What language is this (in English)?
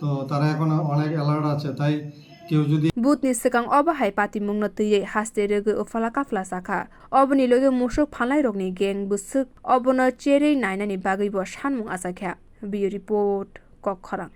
Kok Borok